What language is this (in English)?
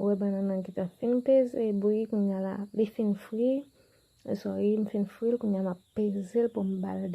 Haitian Creole